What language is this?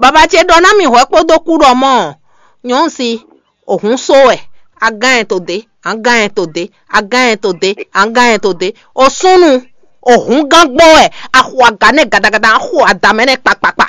Fon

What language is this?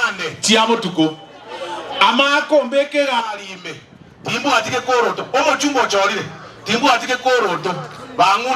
Gusii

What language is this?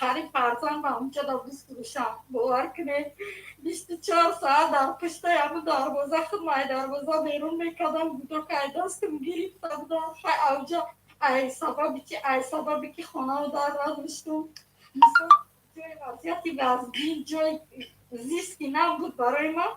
Tajik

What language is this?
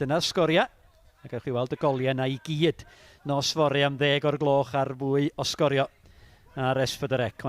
Welsh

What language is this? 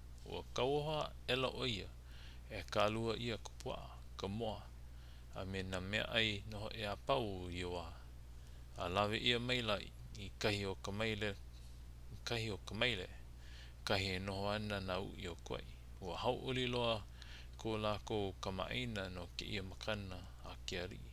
Hawaiian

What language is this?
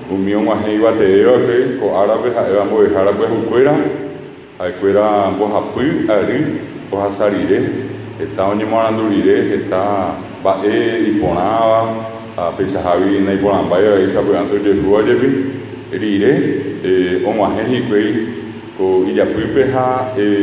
Guarani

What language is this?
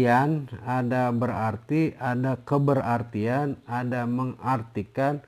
Betawi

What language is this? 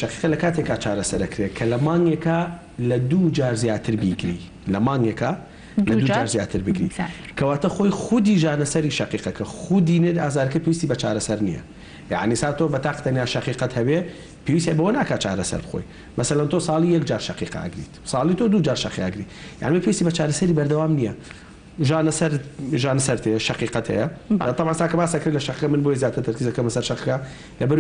Central Kurdish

